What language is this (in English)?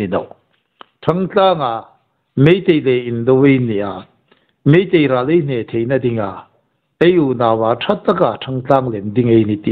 Hmar